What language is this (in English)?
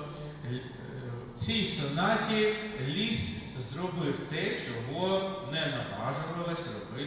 Ukrainian